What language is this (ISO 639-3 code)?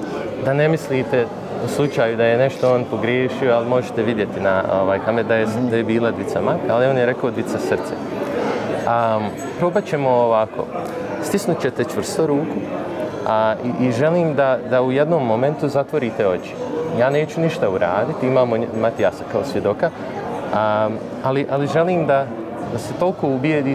bos